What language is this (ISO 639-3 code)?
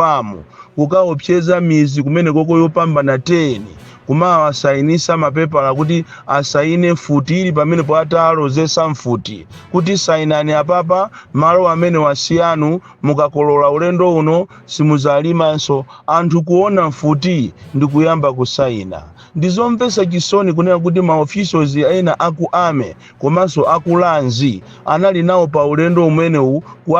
nya